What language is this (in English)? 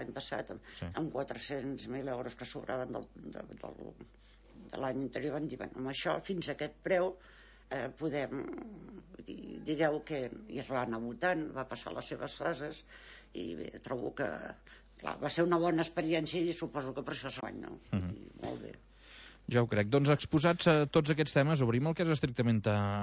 Catalan